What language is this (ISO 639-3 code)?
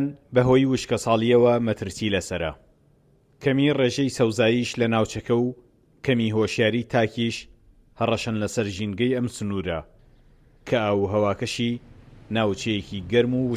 ckb